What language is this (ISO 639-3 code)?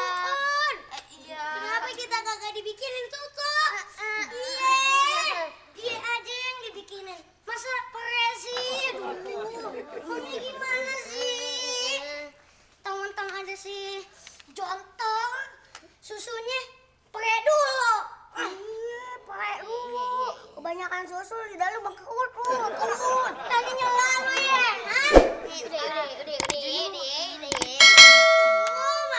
bew